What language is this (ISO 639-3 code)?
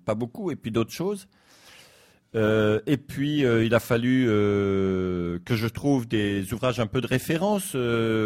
fra